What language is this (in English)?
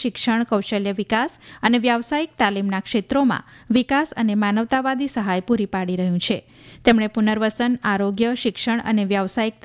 Gujarati